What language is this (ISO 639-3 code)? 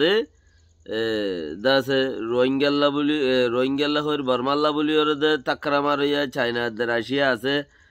rhg